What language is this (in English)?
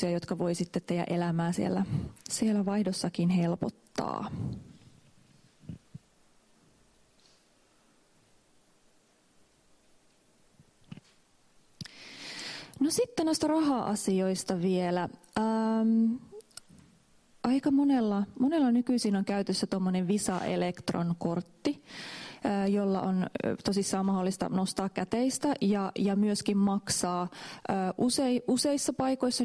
Finnish